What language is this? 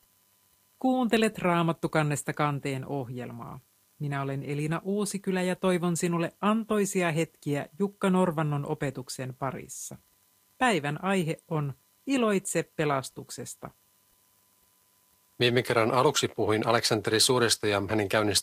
Finnish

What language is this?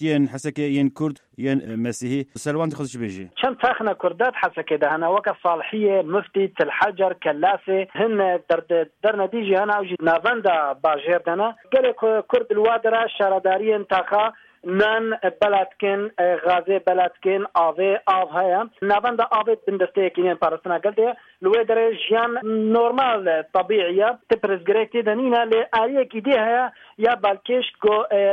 Kurdish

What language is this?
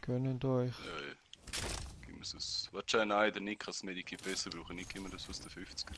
Swiss German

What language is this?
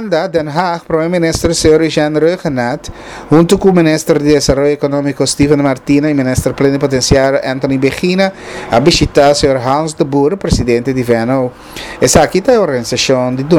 Papiamento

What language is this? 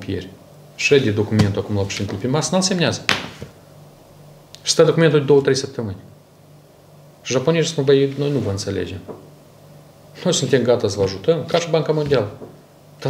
Romanian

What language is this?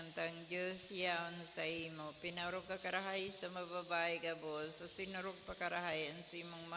Bikol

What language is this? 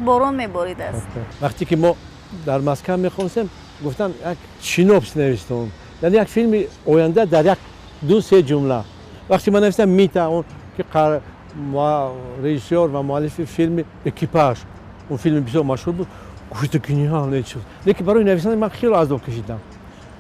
Tajik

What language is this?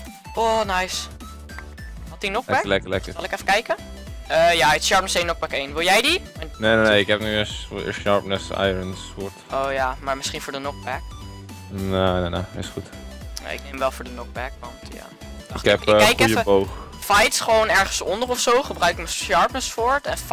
Dutch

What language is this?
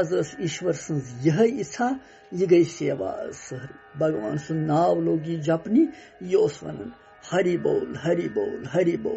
Kashmiri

